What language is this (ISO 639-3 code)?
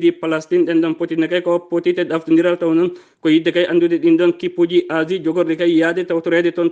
ful